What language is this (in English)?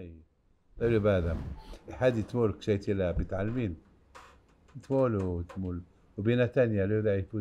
Hebrew